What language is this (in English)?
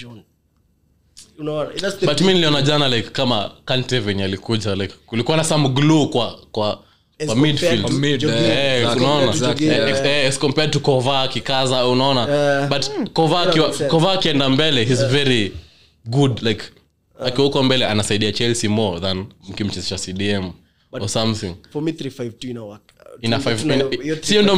Swahili